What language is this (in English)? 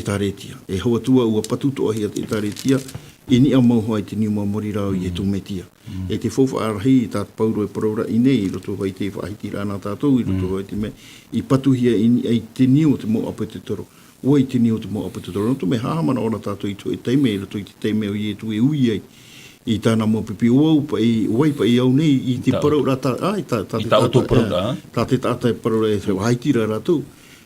Tahitian